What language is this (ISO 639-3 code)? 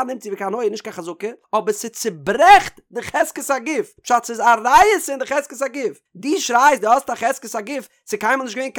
yid